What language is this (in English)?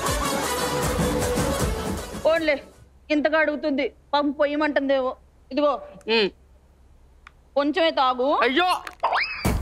Telugu